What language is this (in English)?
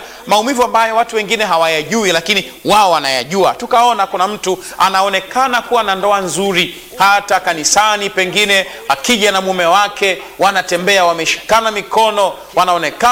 Swahili